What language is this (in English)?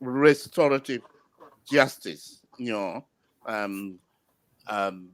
Acoli